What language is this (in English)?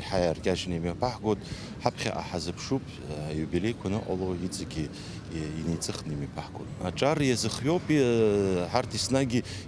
Abkhazian